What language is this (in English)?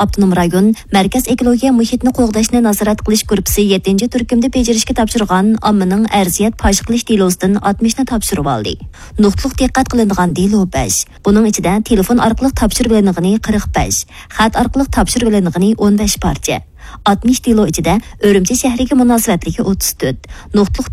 Uyghur